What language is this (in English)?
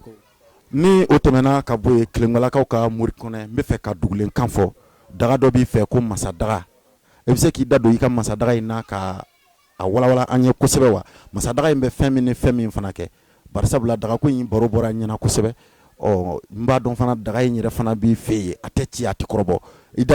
Bambara